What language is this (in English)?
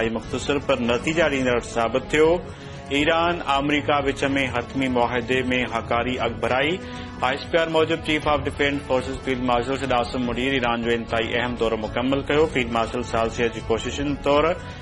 Sindhi